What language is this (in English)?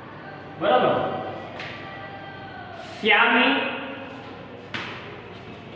Gujarati